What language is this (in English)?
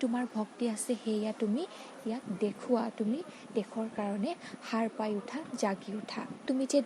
Assamese